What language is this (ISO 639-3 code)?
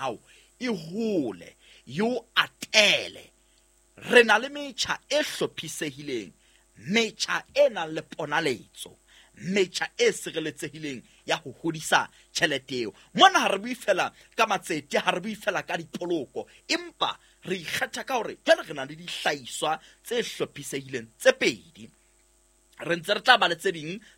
sot